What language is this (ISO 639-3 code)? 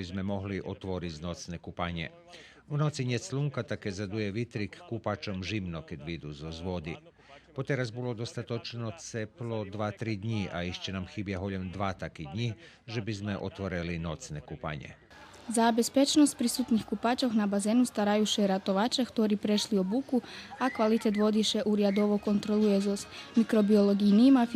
rue